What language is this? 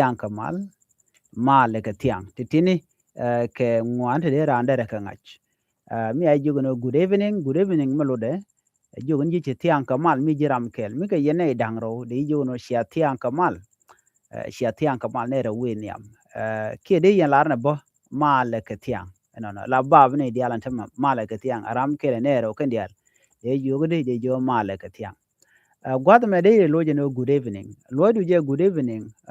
Nuer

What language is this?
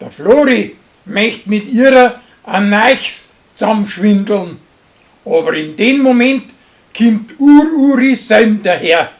Bavarian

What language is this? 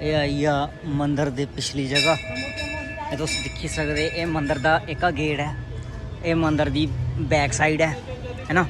Dogri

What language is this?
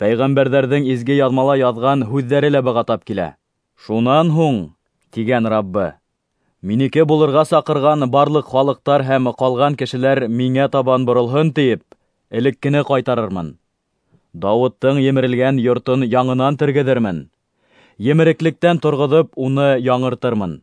Bashkir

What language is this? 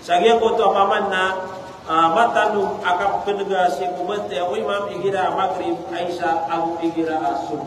Maranao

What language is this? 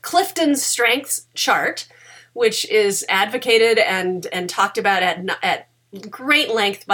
English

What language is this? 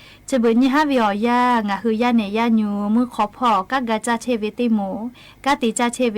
Lahu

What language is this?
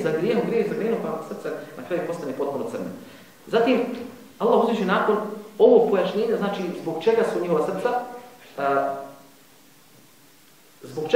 Bosnian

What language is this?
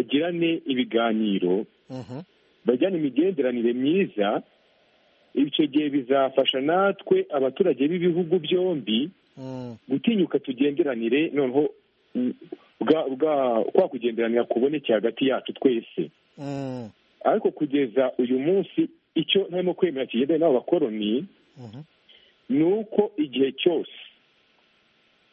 Kinyarwanda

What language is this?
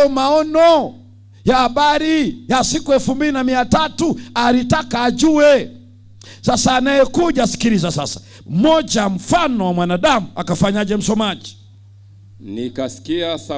Swahili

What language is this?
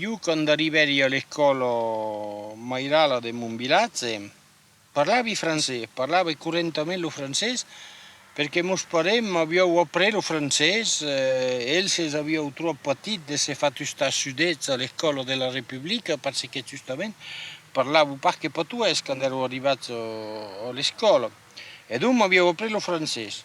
Occitan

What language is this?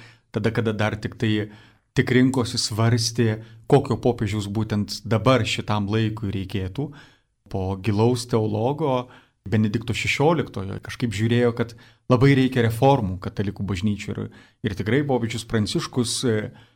Lithuanian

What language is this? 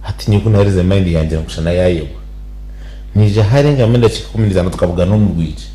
Nyankole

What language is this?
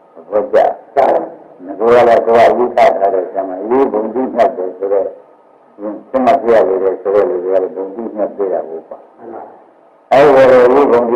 Burmese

